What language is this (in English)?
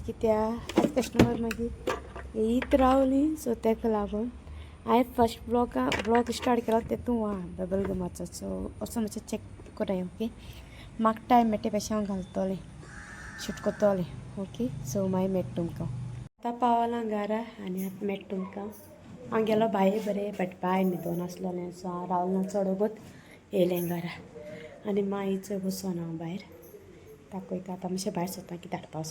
Konkani